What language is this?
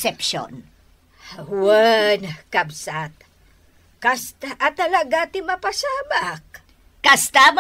Iloko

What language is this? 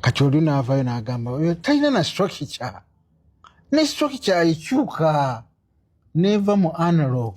Ganda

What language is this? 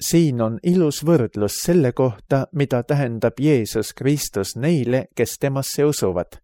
Estonian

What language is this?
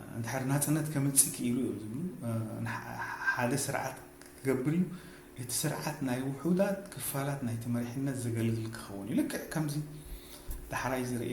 Tigrinya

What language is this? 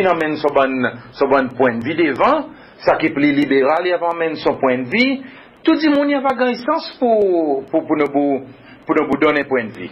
Seselwa Creole French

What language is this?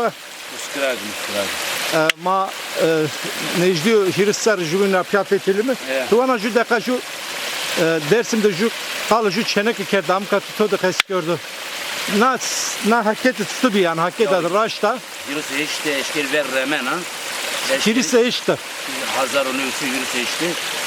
Zaza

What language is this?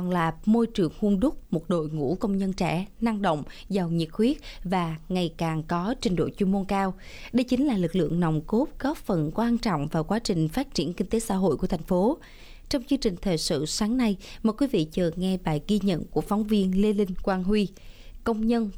Vietnamese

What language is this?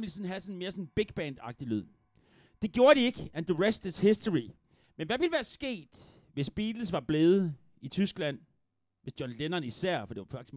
Danish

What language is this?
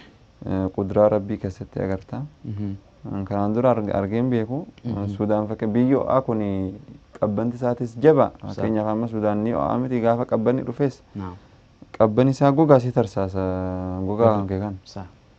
Oromo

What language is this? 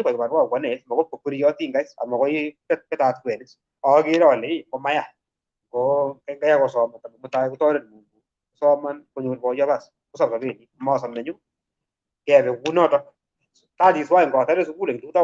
Kalenjin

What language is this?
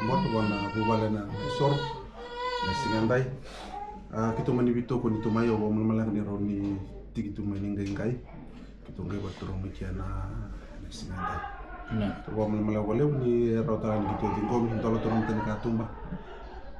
Fijian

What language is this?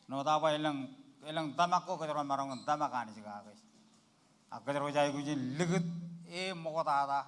Marshallese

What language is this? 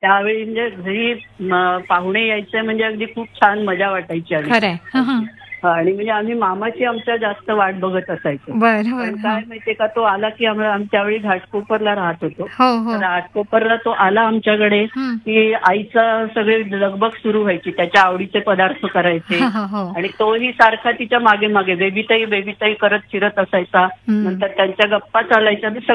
Marathi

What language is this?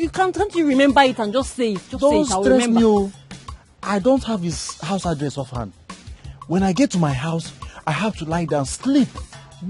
Nigerian Pidgin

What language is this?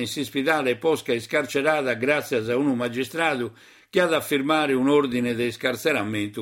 Sardinian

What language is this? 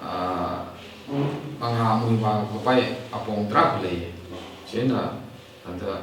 Tangkhul Naga (India)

